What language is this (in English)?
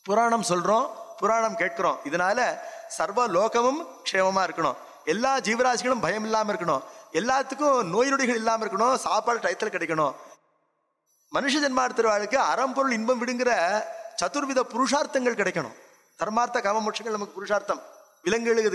Tamil